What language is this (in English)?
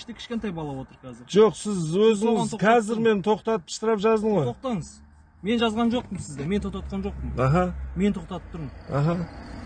Kazakh